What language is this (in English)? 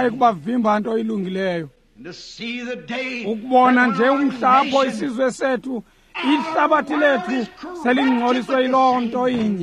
Xhosa